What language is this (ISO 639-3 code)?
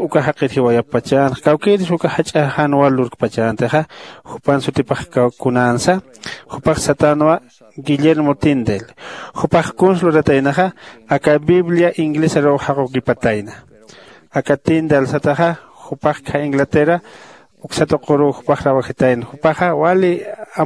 aym